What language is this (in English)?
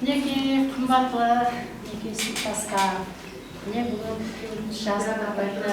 Kara-Kalpak